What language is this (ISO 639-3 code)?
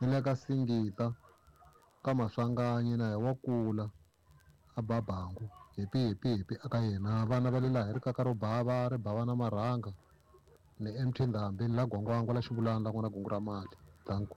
tso